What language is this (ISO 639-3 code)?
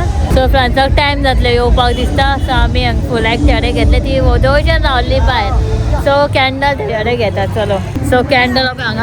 kok